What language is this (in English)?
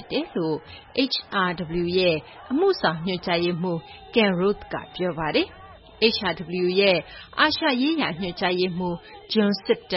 Burmese